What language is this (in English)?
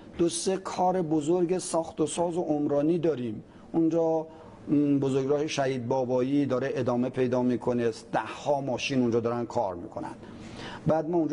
Persian